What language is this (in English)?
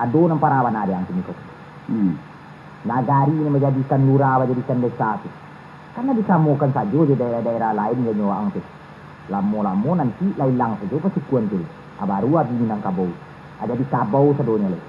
Minangkabau